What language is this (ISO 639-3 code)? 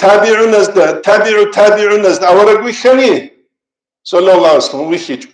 ava